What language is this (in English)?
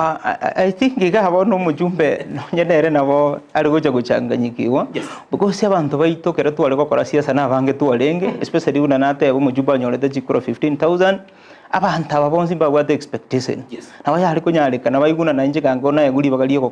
Gusii